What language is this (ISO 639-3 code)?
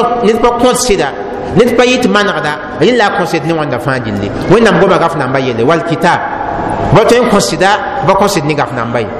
mos